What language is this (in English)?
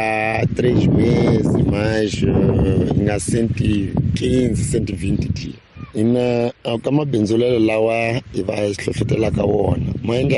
Tsonga